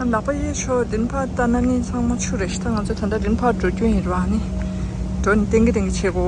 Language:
Tibetan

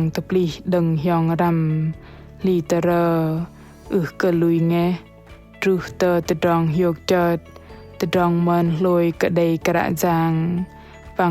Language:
Bahnar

